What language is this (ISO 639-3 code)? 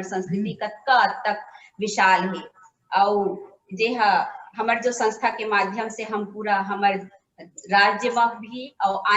hne